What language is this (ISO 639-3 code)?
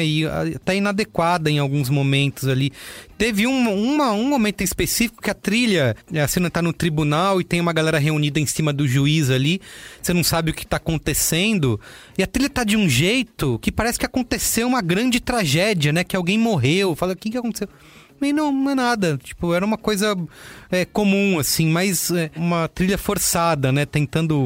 por